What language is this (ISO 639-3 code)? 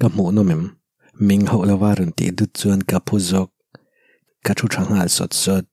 lus